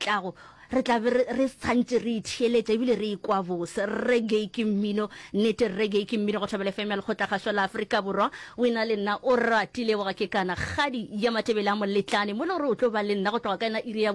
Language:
Northern Sotho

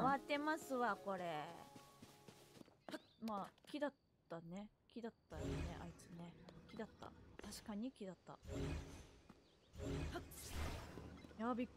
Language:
Japanese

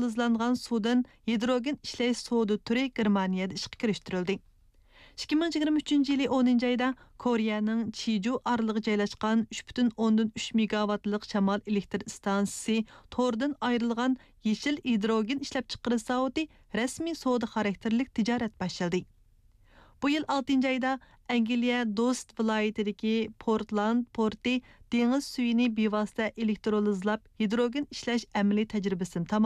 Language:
Uyghur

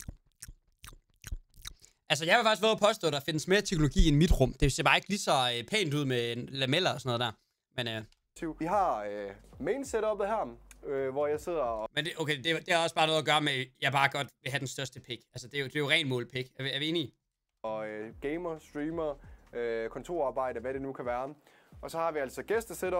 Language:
Danish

